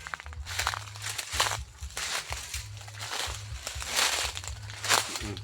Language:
Lao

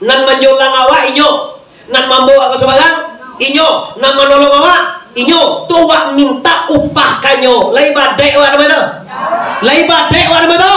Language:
Minangkabau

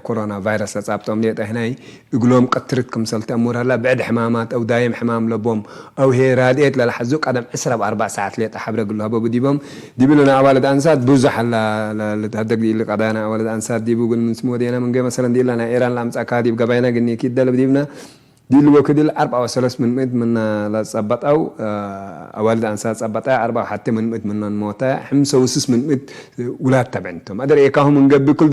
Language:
Tigre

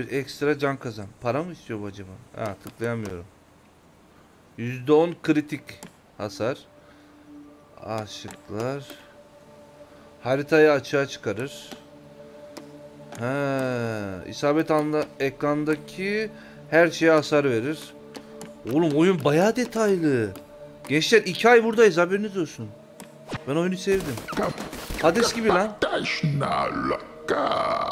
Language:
Turkish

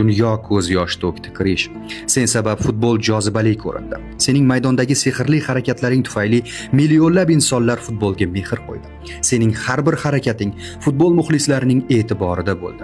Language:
Uzbek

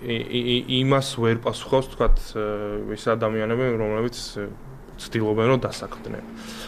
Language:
Georgian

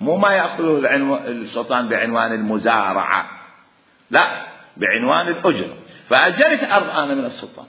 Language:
Mesopotamian Arabic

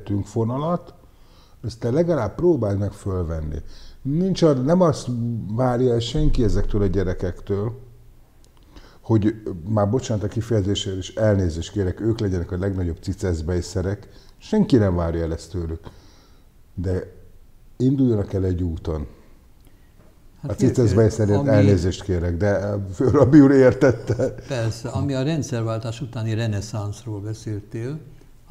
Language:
Hungarian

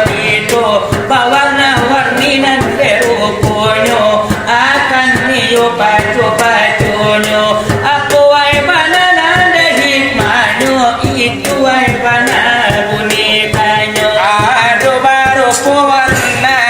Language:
Minangkabau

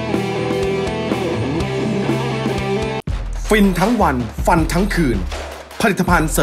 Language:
Thai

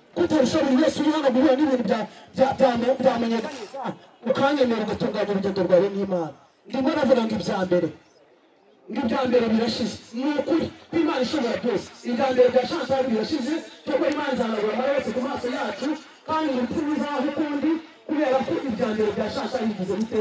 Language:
Kinyarwanda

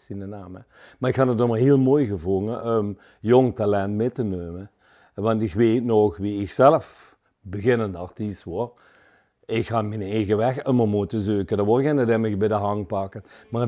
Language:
Limburgish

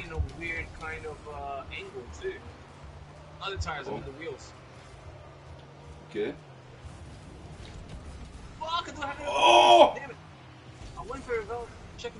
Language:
English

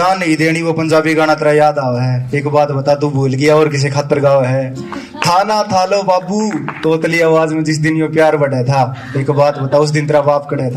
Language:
Haryanvi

